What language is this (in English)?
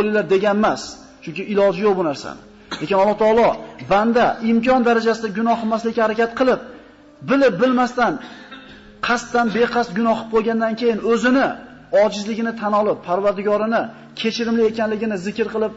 Uzbek